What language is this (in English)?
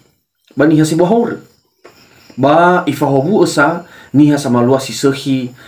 Nias